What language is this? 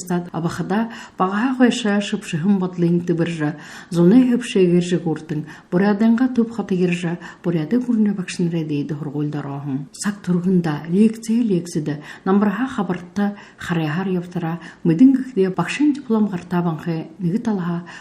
Buriat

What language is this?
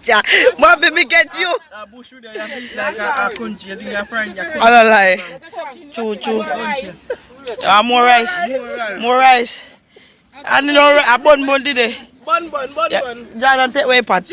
Jamaican Creole English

